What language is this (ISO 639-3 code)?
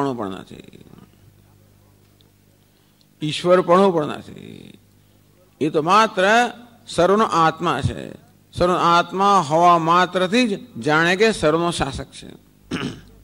guj